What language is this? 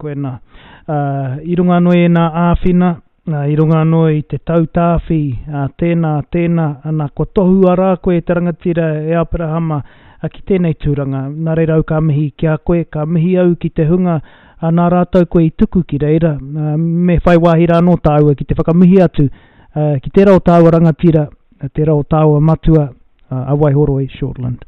Māori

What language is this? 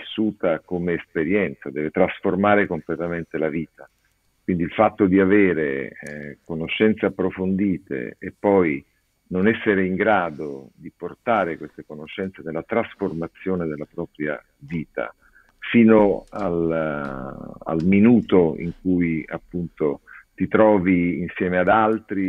Italian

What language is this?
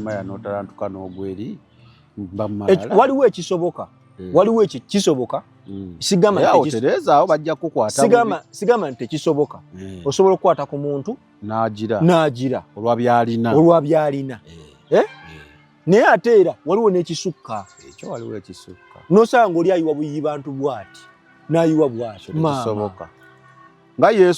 Ganda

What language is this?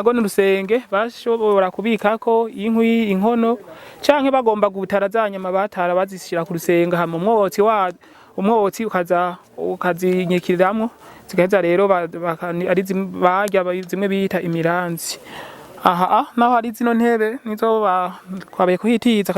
Rundi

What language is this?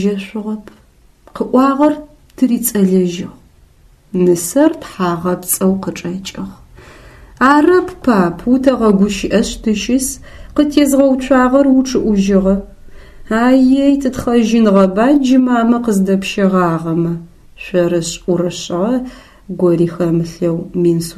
Adyghe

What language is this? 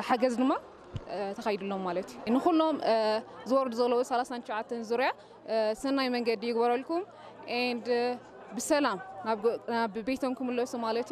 Tigrinya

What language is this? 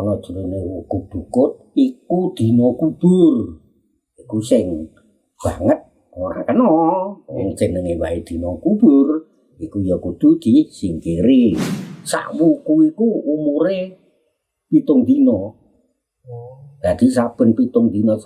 Javanese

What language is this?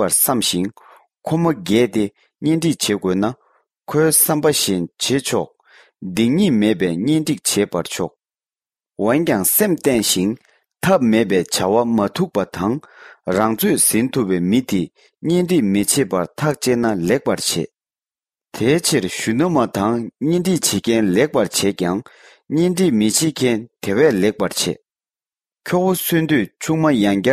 Tibetan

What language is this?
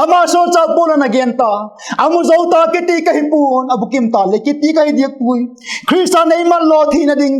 Vaiphei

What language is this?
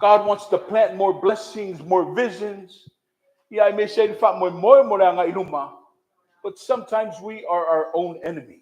Samoan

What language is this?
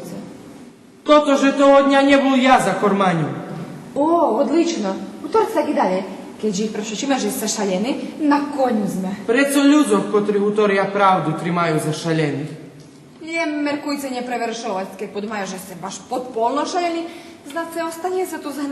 Rusyn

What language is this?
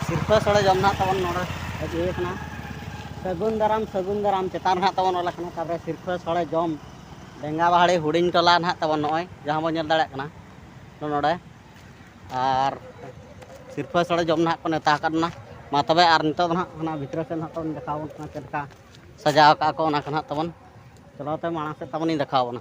Santali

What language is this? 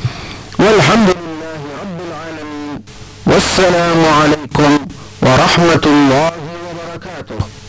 Arabic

